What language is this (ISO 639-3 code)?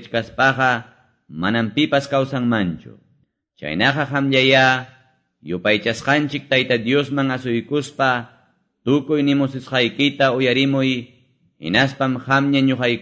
que